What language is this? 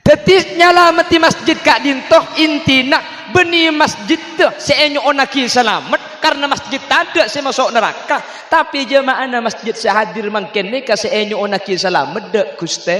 Madurese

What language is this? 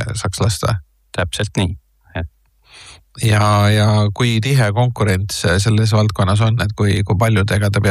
Estonian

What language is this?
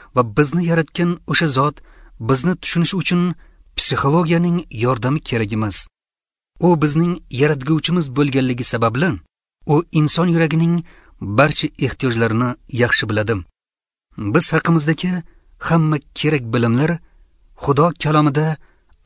Uzbek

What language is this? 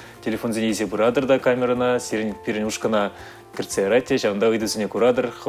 Chuvash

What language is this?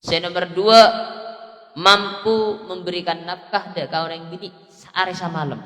Madurese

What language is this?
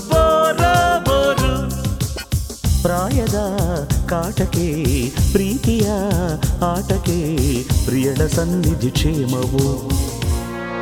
Kannada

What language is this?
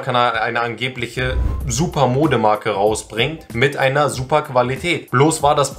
German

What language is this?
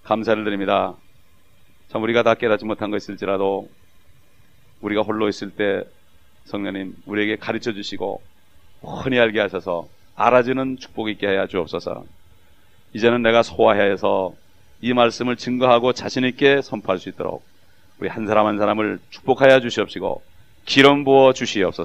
Korean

